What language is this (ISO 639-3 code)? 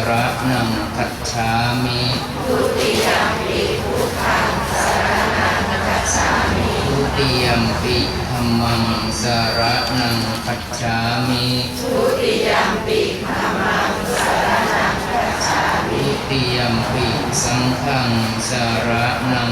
pli